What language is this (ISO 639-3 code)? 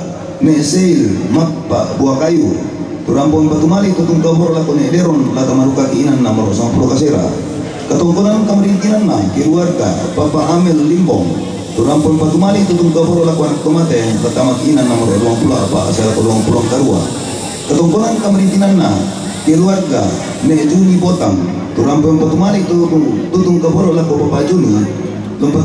sda